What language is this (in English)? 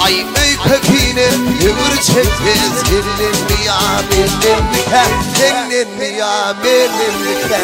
Turkmen